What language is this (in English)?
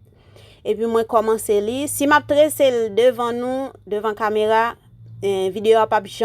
Haitian Creole